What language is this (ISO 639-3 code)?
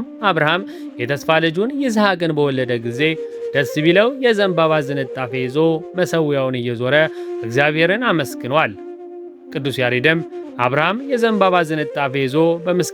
amh